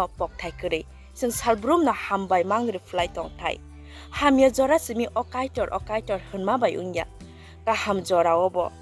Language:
Kok Borok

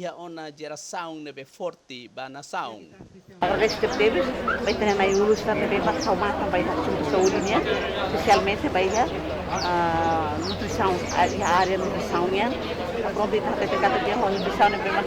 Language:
Tetum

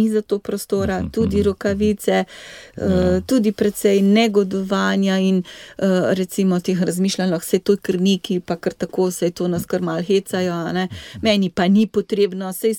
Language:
Slovenian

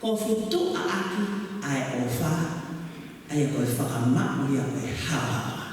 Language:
Tongan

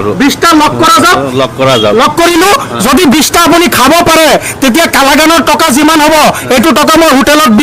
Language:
Assamese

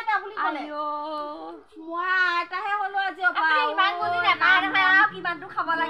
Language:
Assamese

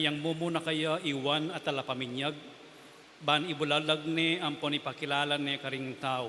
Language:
Pampanga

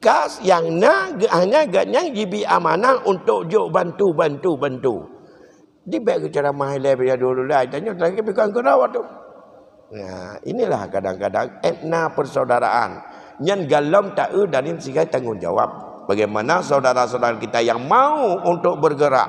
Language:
Achinese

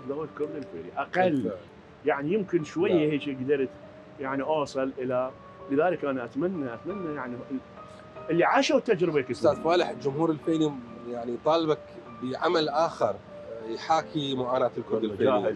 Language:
Mesopotamian Arabic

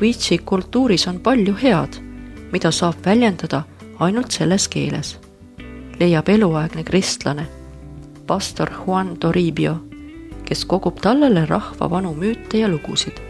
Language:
Estonian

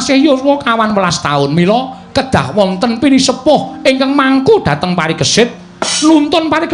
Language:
Javanese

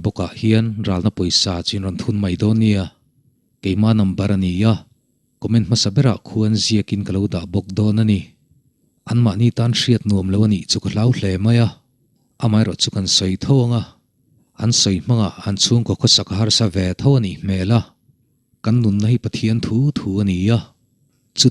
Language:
Mizo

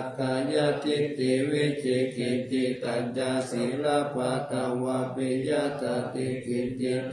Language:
Pali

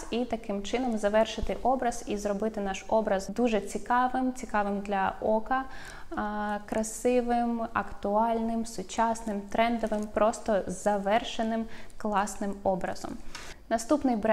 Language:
Ukrainian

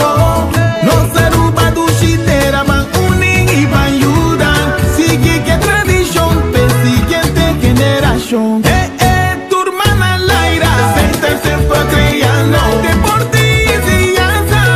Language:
Papiamento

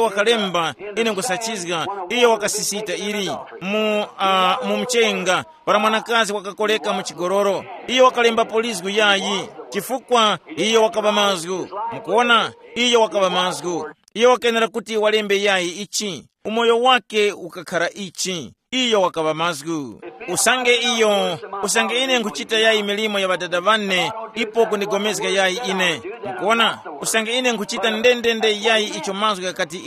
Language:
Tumbuka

